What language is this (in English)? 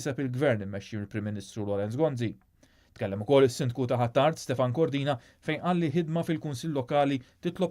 Maltese